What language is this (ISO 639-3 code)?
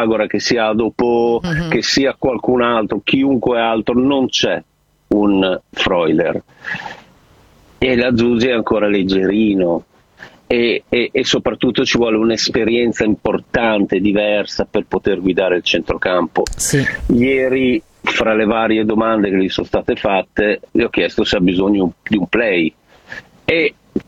ita